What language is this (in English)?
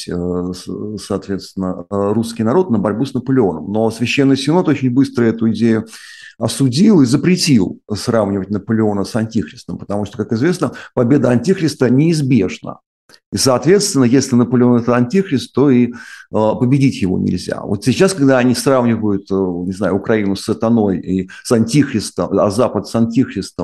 Russian